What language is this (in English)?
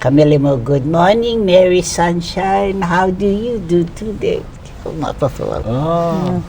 Hawaiian